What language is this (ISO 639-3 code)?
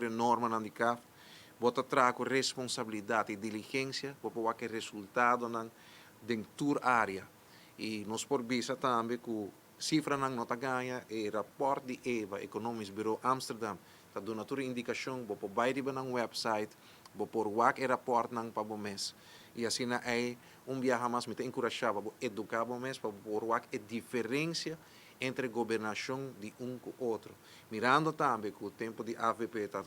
pap